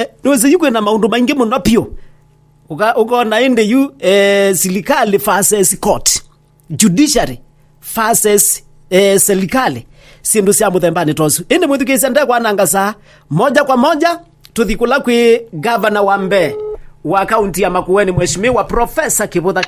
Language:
Kamba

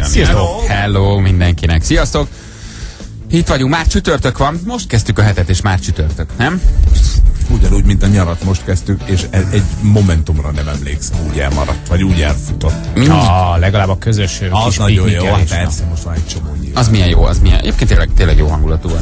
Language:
Hungarian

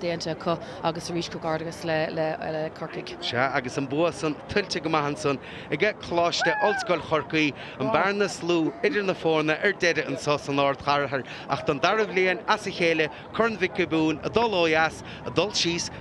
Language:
Irish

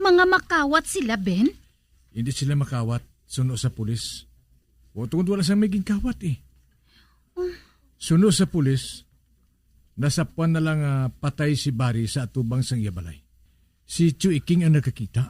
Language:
Hiligaynon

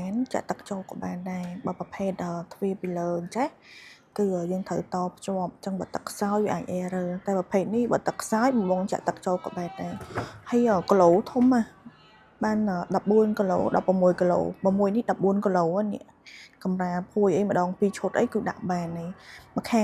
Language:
Khmer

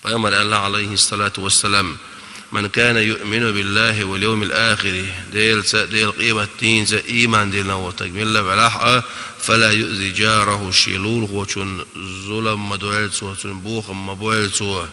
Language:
Chechen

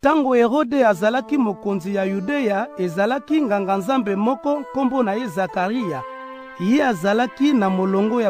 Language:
Lingala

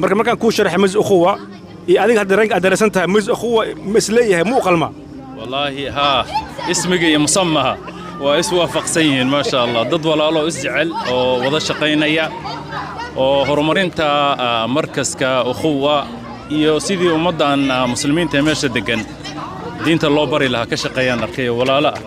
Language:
Somali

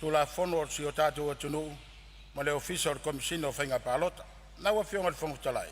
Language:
Samoan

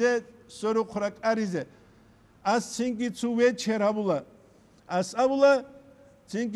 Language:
Avaric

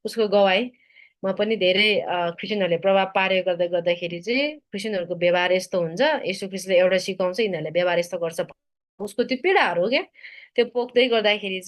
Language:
Nepali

